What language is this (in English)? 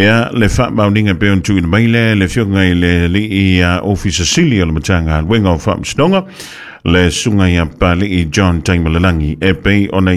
Samoan